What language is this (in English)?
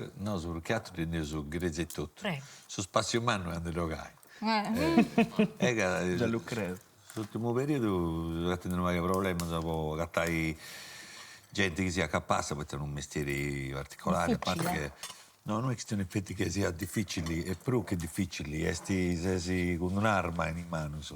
Sardinian